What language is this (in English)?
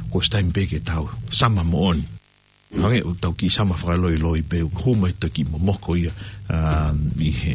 Tongan